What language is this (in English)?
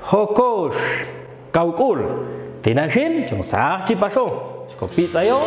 Popti'